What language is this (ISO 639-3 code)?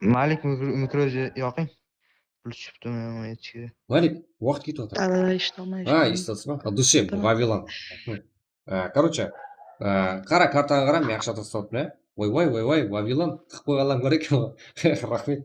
kaa